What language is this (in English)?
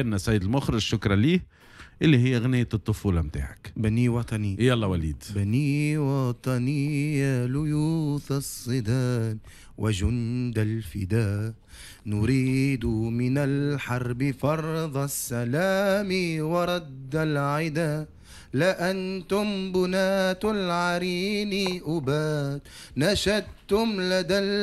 Tunisian Arabic